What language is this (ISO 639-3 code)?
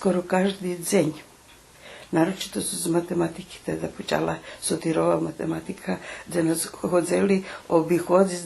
rue